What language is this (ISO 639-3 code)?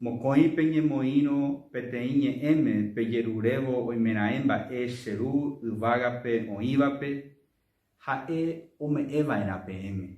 grn